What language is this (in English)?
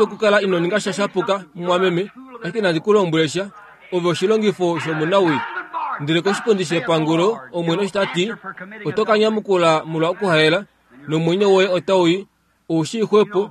Kuanyama